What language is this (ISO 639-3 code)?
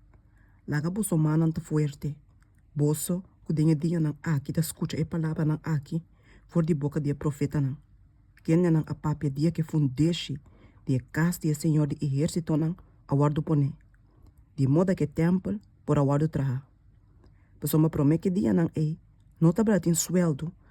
pap